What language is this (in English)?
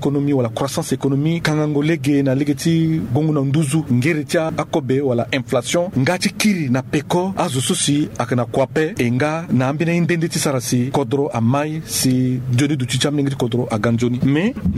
Sango